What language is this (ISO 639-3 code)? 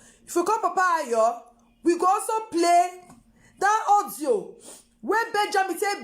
pcm